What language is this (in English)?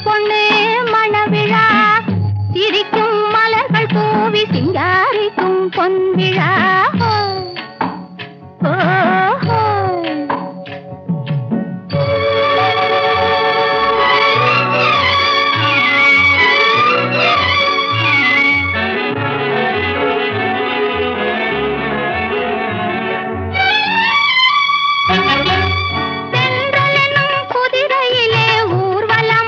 Tamil